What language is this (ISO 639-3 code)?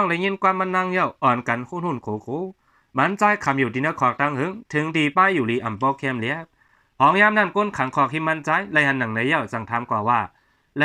shn